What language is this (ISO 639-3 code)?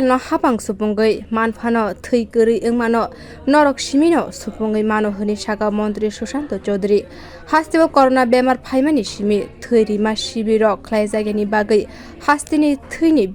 trp